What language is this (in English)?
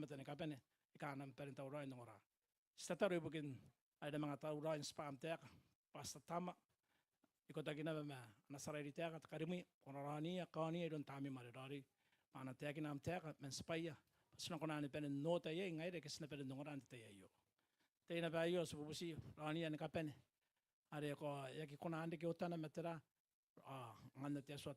Gilbertese